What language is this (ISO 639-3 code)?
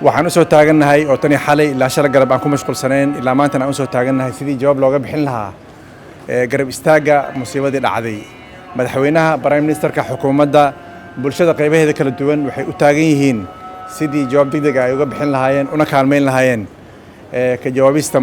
som